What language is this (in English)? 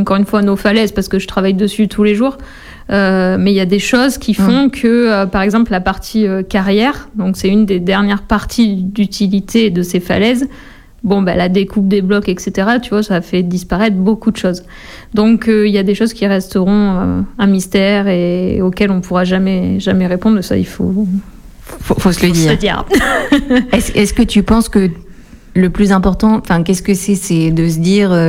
French